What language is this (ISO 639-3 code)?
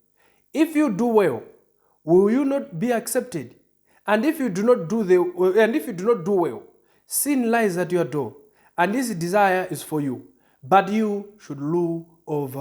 eng